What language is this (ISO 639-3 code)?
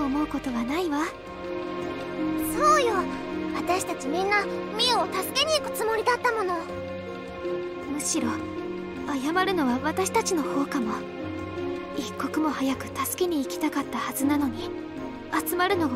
jpn